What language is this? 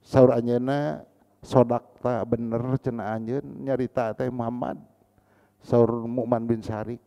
Sundanese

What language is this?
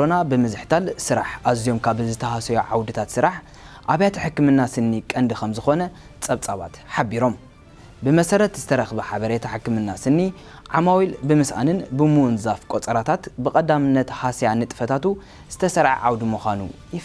Tigrinya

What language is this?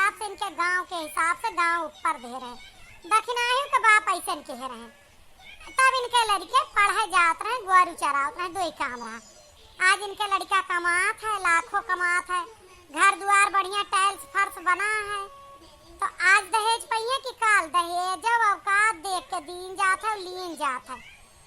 Awadhi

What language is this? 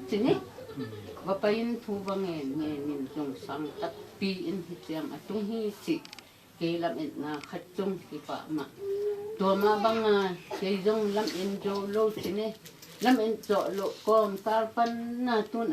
Tedim Chin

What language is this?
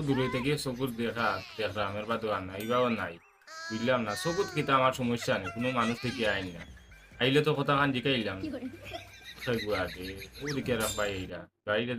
Sylheti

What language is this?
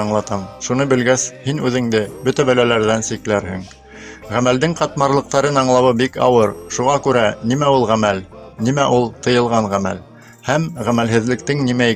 Bashkir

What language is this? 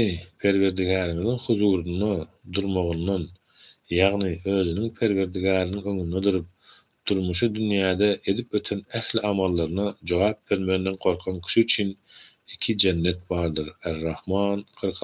Turkmen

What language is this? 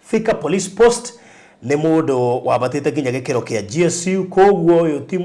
Kikuyu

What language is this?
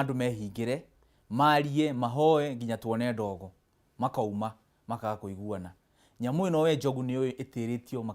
Kikuyu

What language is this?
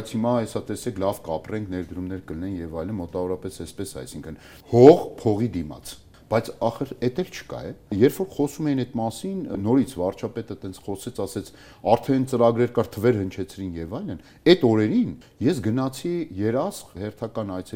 Armenian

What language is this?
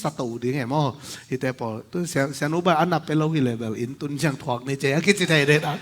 Tedim Chin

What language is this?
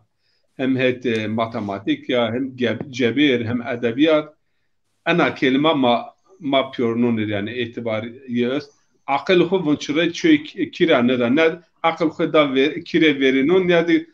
Zaza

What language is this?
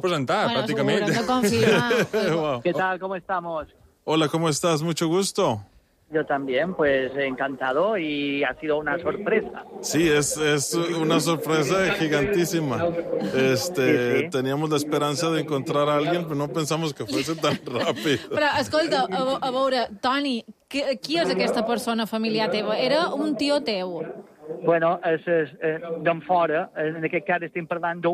Catalan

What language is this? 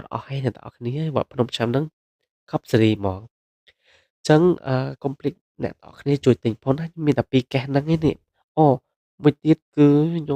Khmer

